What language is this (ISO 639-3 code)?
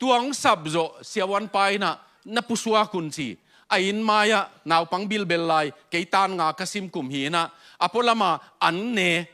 ctd